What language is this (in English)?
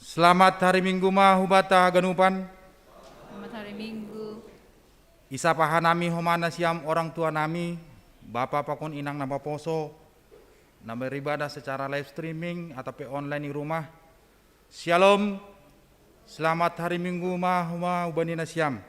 Batak Simalungun